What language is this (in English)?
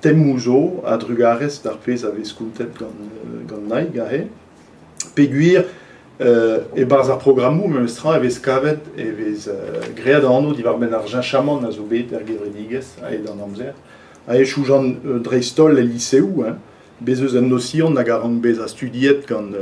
Breton